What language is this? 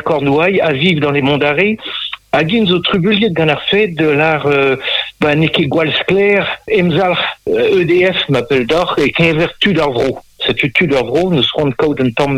Breton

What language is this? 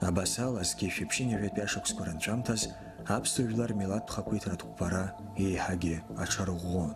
Abkhazian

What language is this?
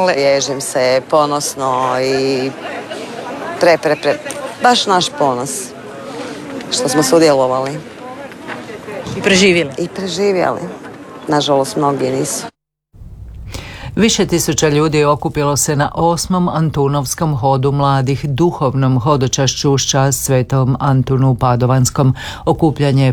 Croatian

